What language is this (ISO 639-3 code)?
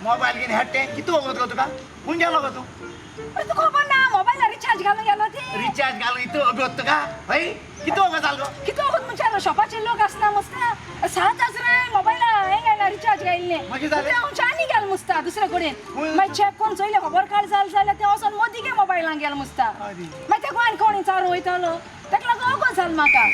kok